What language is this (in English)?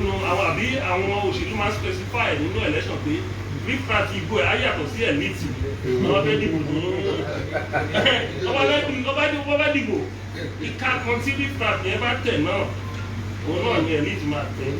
Yoruba